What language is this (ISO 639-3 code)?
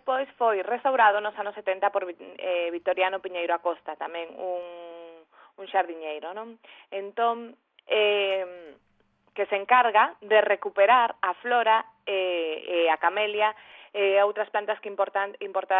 glg